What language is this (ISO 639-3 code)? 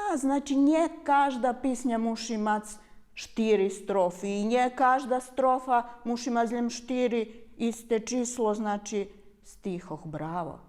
rue